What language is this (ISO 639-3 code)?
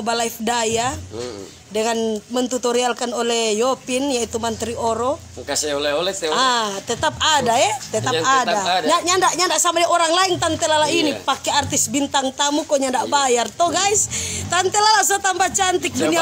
xmm